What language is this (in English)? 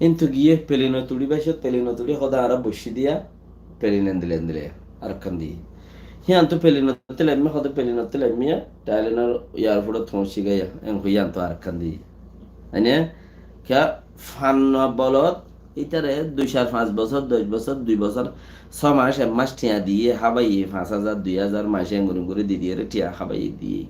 Rohingya